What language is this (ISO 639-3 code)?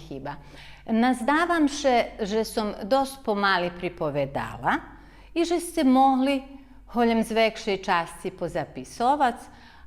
rue